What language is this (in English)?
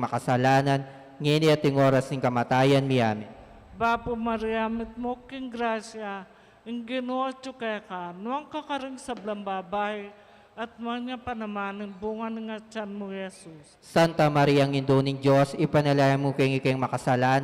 Pampanga